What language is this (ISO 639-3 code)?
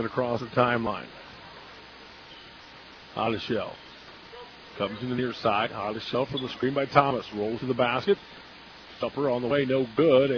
eng